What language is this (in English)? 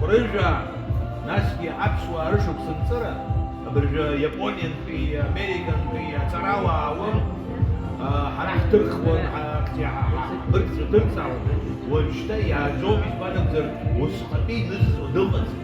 Abkhazian